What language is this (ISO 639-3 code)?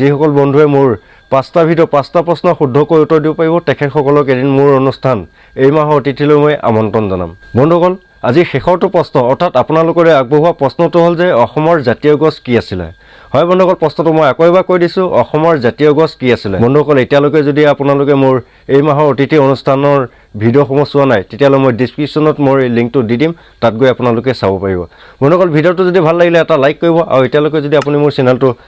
asm